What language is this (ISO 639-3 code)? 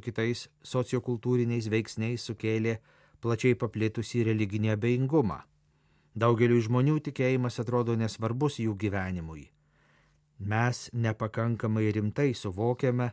lit